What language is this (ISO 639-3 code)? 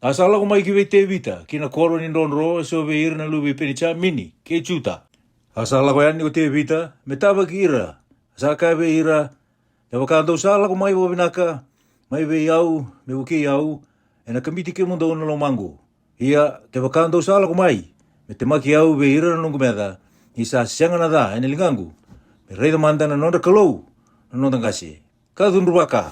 fij